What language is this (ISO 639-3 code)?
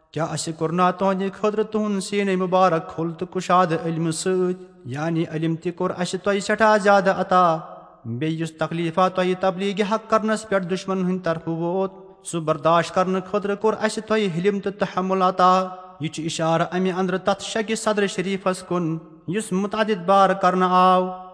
kas